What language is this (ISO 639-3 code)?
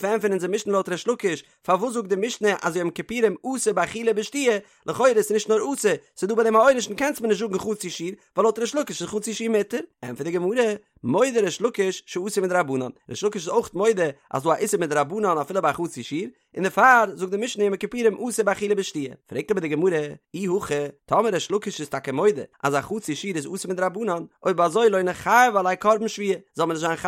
yid